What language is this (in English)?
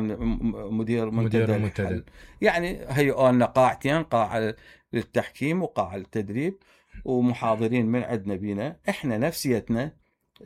Mesopotamian Arabic